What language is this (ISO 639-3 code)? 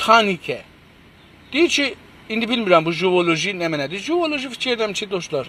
azb